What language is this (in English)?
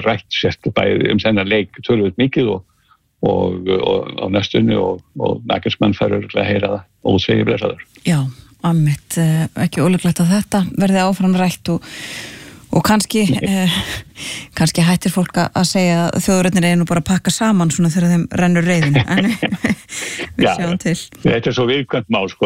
Icelandic